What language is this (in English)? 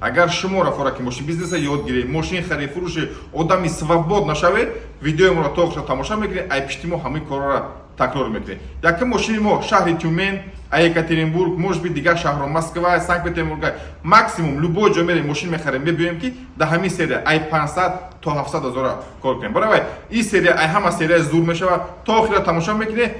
Tajik